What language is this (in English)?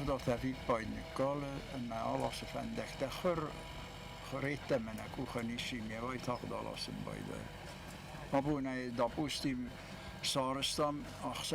Ossetic